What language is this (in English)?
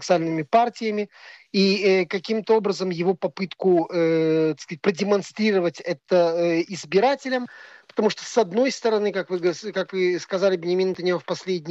Russian